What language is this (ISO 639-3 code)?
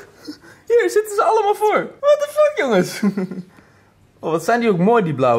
nld